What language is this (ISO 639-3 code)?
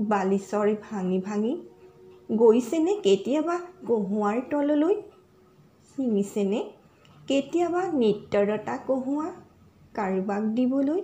asm